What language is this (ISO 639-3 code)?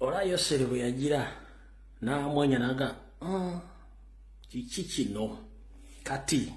lug